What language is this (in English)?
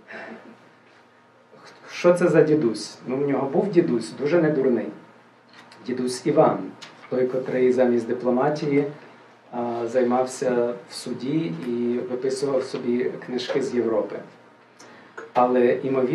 Ukrainian